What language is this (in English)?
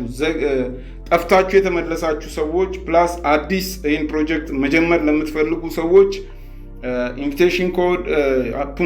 Amharic